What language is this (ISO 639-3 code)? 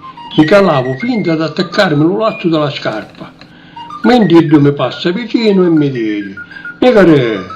scn